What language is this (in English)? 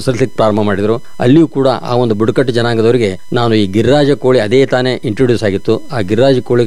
Kannada